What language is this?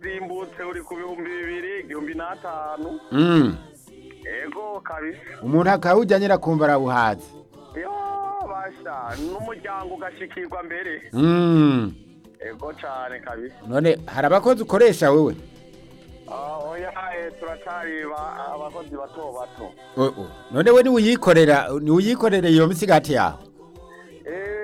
Rundi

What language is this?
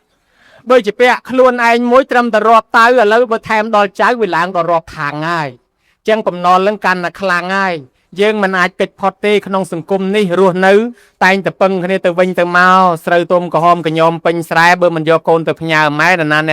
Khmer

